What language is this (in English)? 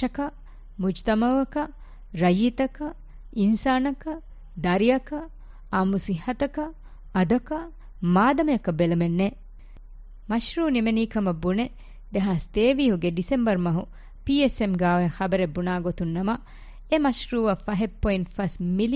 Divehi